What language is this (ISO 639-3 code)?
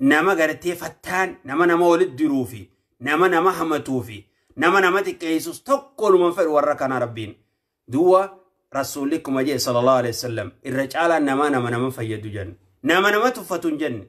orm